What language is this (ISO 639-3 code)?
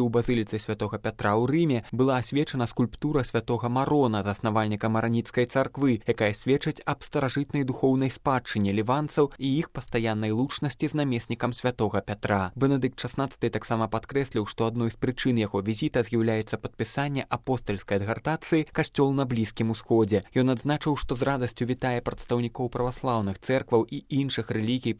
bel